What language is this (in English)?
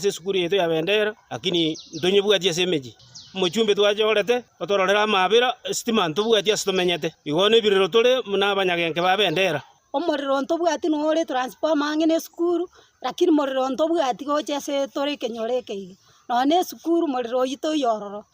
Gusii